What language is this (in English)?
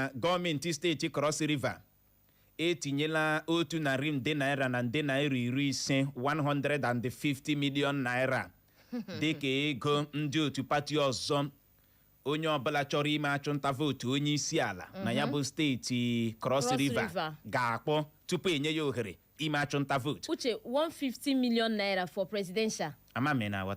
Igbo